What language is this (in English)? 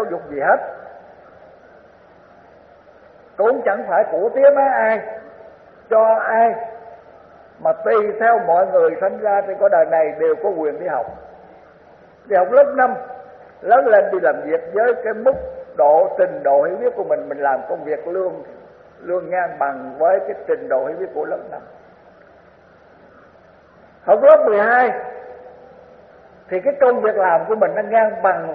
Vietnamese